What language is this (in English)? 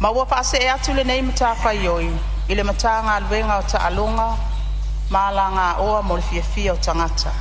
Samoan